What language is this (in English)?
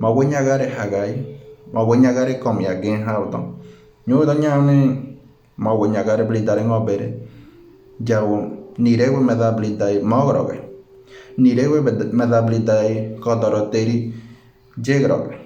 Ngäbere